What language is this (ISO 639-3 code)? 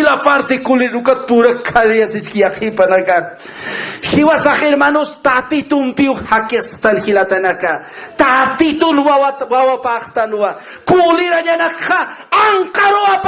aym